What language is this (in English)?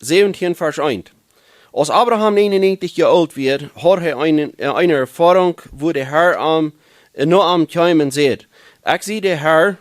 Plautdietsch